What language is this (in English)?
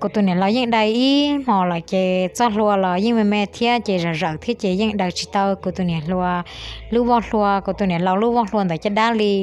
Hmong